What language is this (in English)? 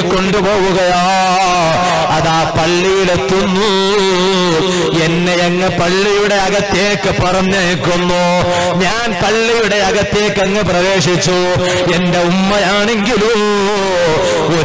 Malayalam